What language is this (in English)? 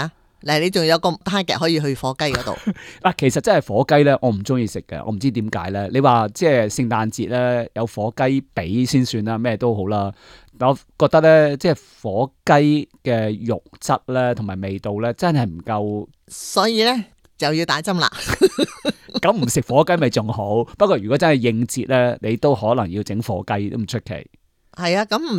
Cantonese